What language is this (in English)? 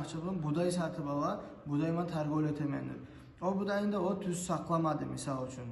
Kumyk